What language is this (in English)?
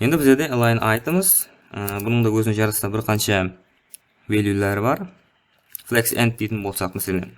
Kara-Kalpak